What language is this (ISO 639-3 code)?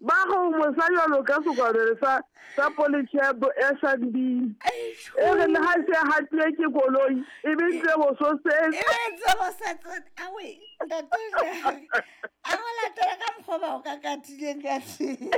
sot